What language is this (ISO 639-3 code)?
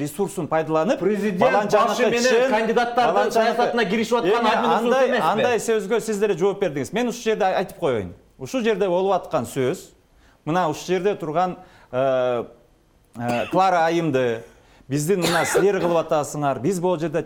kir